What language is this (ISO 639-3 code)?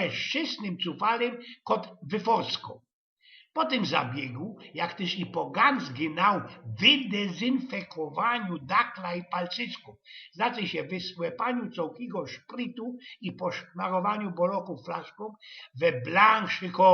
szl